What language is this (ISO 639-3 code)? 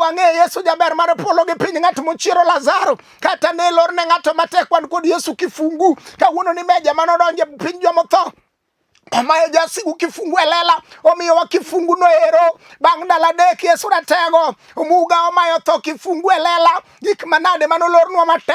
luo